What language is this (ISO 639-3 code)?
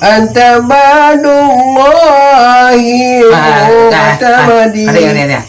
ace